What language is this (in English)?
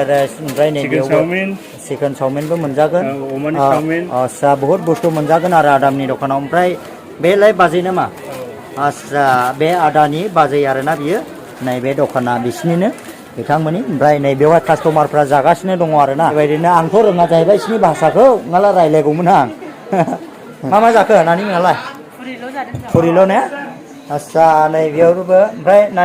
Bodo